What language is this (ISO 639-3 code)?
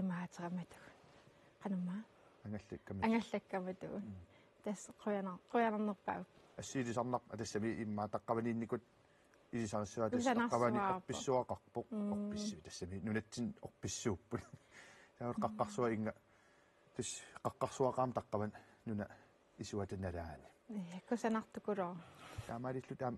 kal